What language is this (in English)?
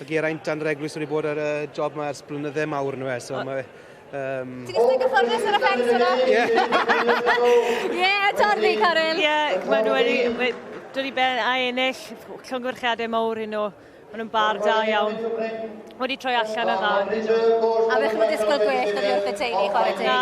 Welsh